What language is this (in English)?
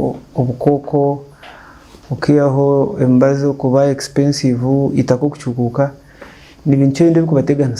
Nyankole